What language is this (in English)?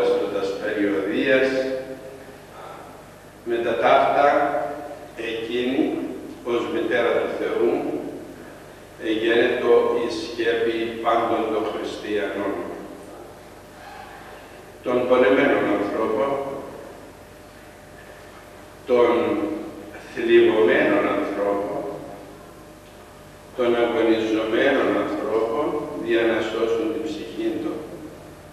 Greek